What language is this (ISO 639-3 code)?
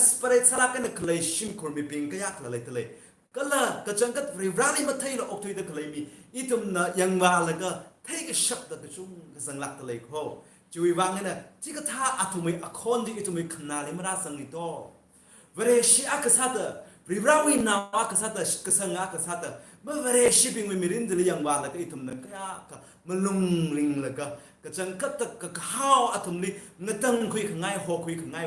nmf